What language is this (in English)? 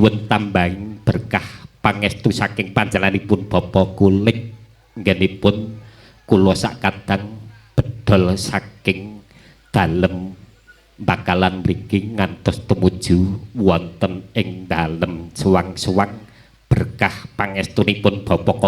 Javanese